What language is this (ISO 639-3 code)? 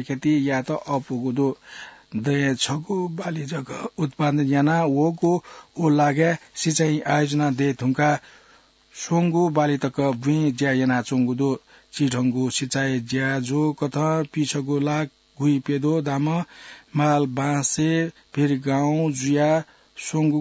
new